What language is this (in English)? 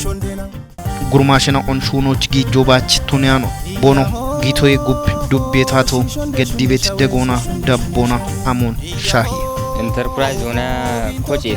Kafa